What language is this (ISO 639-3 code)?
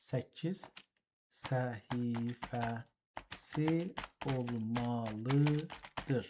azb